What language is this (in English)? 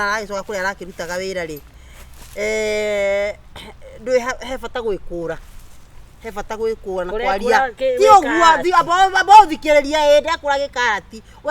Kikuyu